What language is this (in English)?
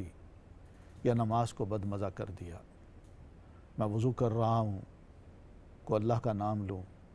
Urdu